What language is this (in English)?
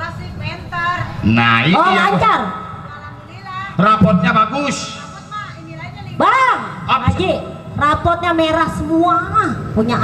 Betawi